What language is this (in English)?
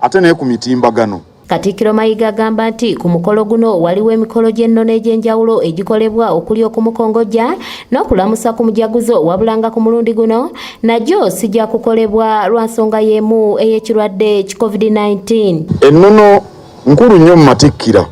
Ganda